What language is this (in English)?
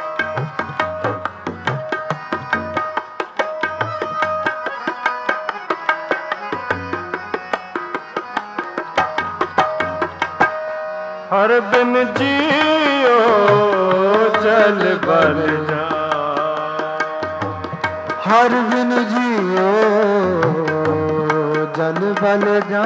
Punjabi